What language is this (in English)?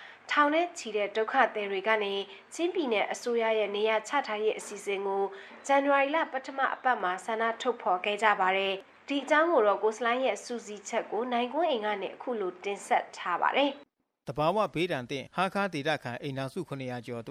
Burmese